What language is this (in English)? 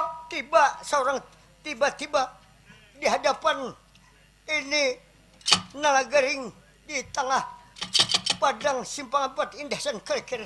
Banjar